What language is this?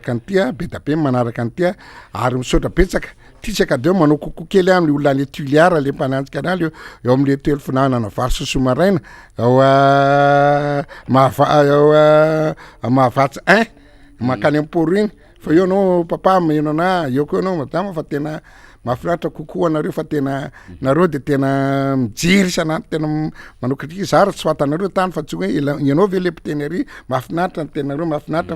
Malagasy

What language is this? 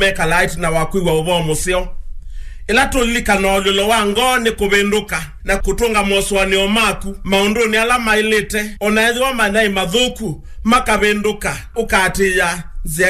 Kamba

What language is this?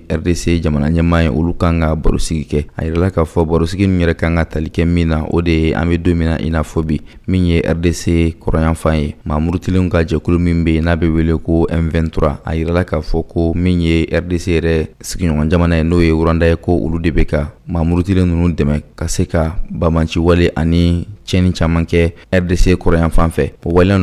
Bambara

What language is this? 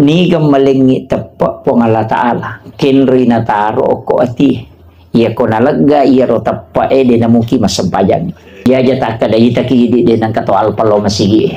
Buginese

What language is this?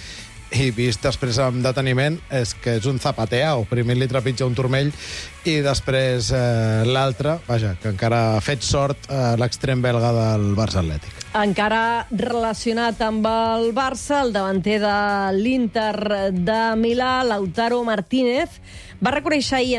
Catalan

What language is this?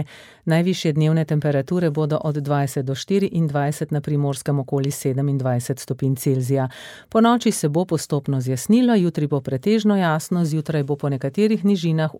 Slovenian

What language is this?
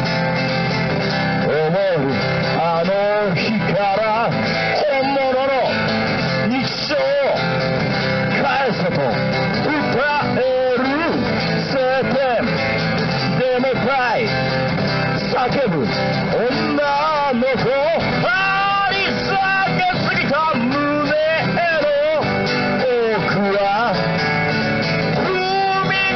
Japanese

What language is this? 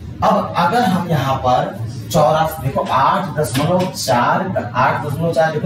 Hindi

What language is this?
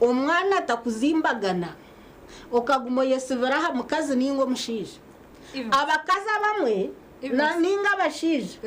Nyankole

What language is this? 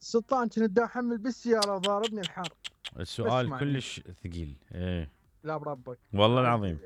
Mesopotamian Arabic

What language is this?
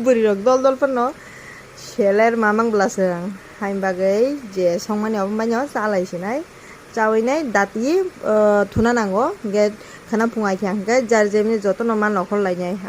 Kok Borok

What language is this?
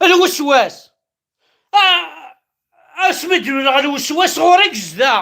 Kabyle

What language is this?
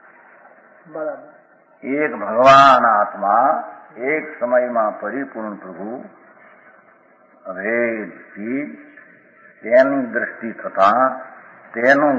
Gujarati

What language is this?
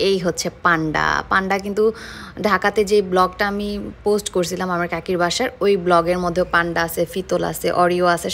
Bangla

